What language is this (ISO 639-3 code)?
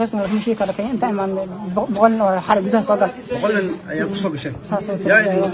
som